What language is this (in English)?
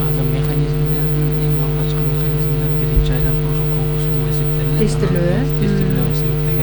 Kyrgyz